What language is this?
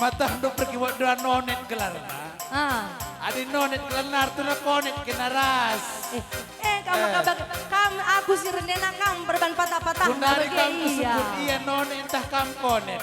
Batak Karo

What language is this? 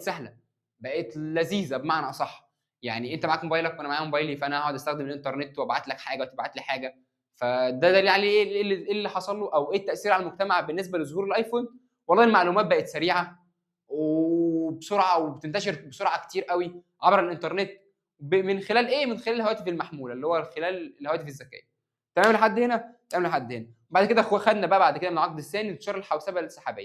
Egyptian Arabic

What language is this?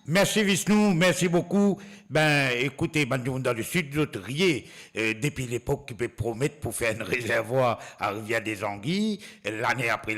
Morisyen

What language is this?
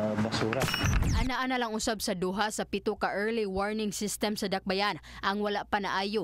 Cebuano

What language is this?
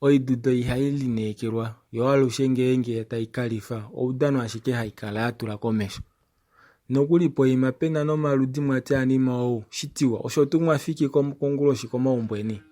Kuanyama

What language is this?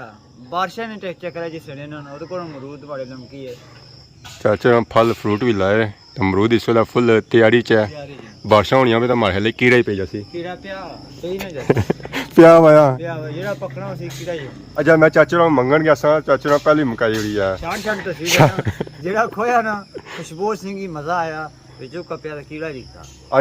Pahari-Potwari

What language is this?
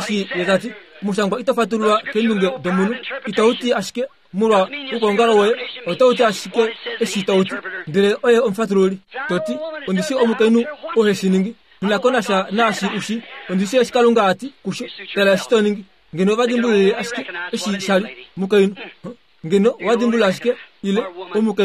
Kuanyama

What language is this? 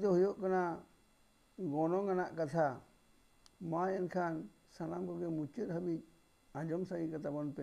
Santali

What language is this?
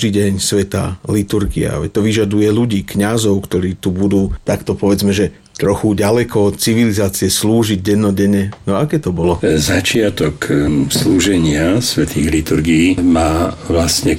Slovak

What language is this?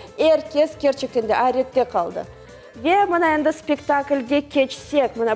Crimean Tatar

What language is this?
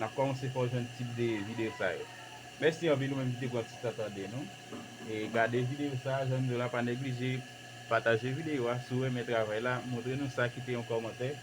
Haitian Creole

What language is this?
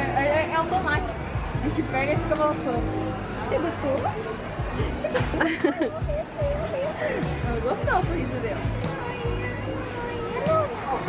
Portuguese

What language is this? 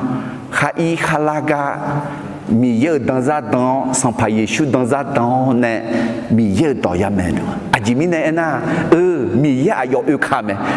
Akha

